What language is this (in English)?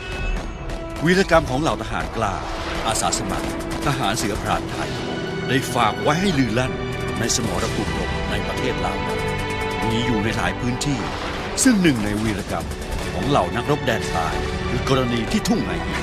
Lao